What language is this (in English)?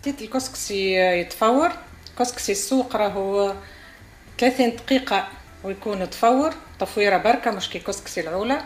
Tunisian Arabic